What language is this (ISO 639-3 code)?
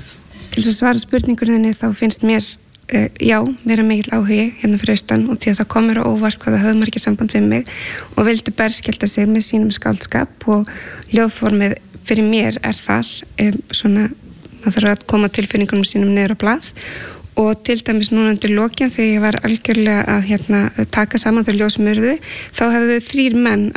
isl